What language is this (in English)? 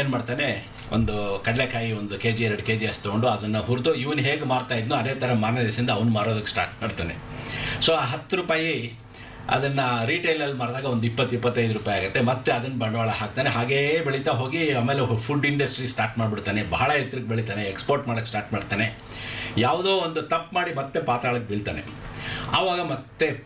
Kannada